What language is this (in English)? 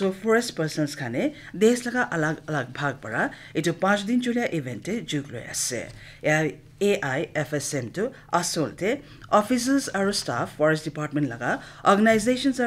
Naga Pidgin